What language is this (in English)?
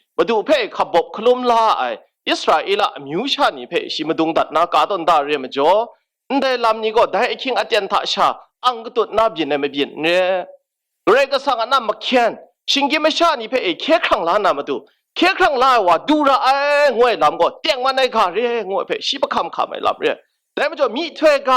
Kachin